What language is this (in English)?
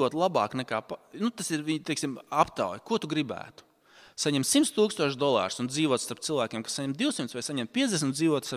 Latvian